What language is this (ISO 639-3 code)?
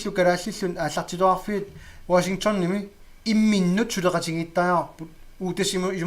kal